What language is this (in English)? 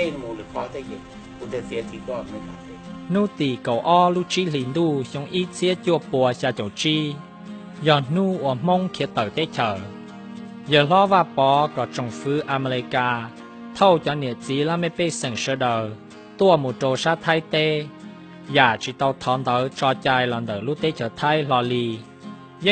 Hmong